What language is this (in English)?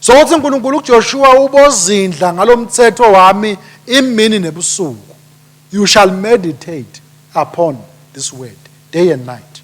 Swati